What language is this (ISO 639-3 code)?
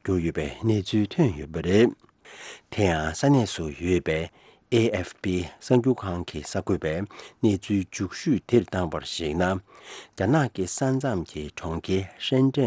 bod